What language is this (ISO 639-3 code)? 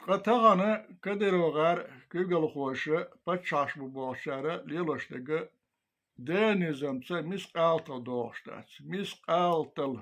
che